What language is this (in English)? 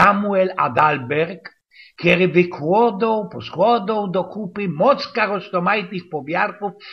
Silesian